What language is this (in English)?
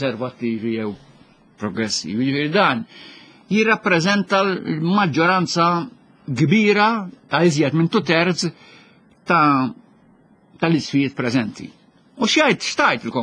Maltese